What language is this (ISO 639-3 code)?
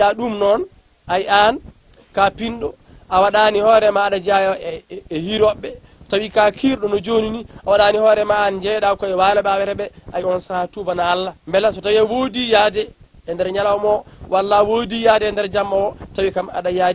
ful